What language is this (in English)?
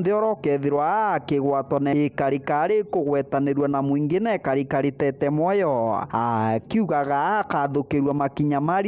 Meru